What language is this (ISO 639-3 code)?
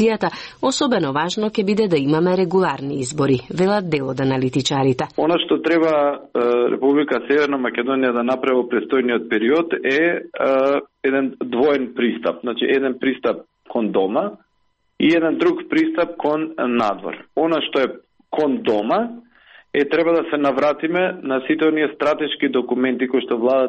mkd